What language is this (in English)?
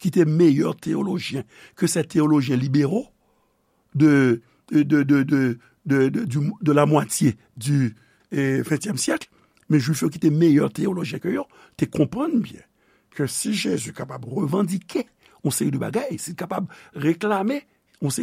Haitian Creole